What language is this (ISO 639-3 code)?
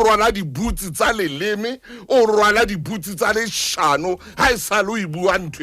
sot